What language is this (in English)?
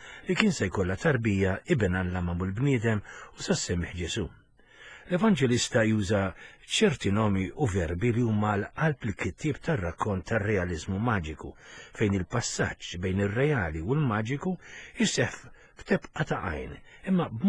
Maltese